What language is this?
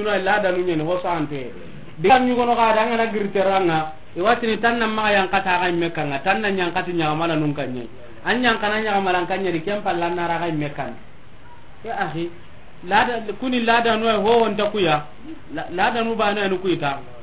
Soninke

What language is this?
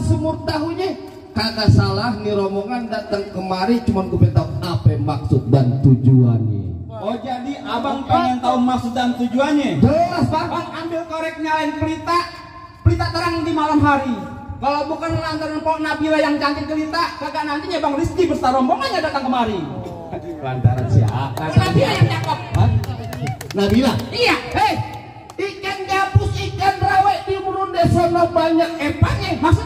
Betawi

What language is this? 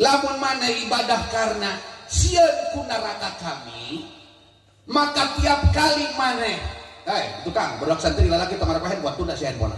Sundanese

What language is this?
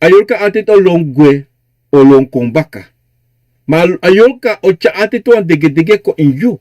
Sranan Tongo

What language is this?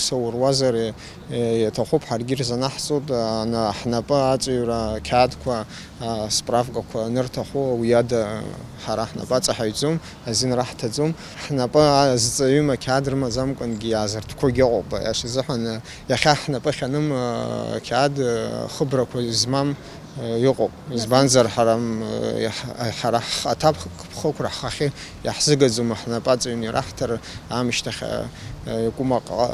Abkhazian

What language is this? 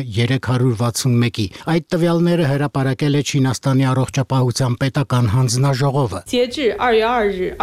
Armenian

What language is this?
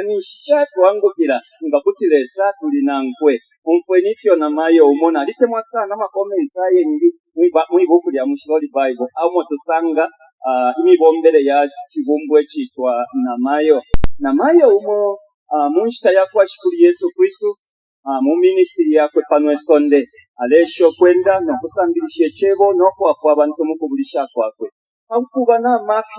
Bemba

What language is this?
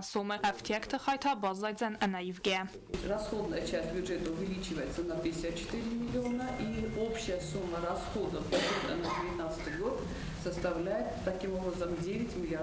Ossetic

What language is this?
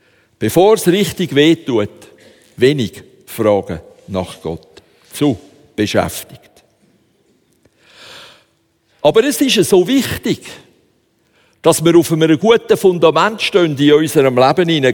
German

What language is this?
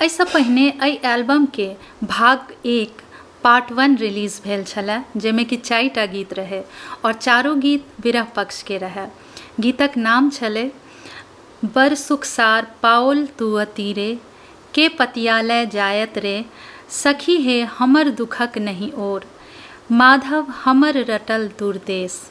Maithili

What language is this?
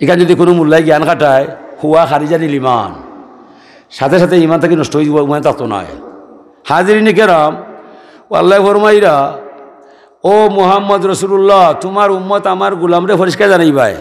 Sylheti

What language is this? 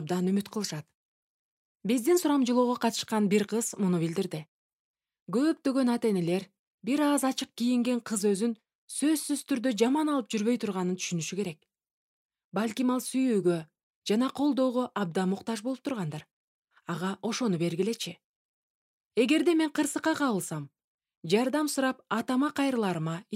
Kyrgyz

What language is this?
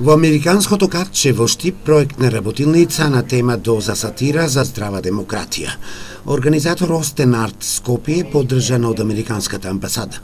Macedonian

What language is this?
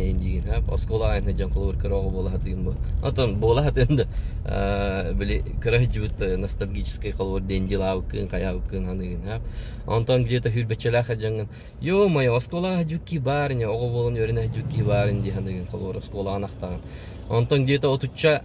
Yakut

